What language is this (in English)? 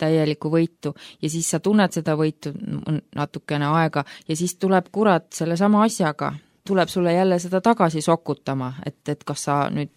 Estonian